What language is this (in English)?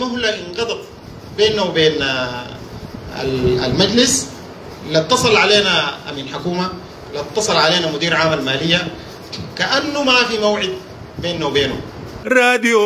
Sudanese Arabic